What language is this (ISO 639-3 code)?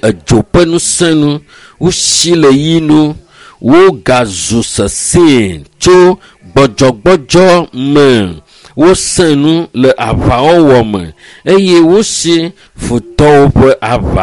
ewe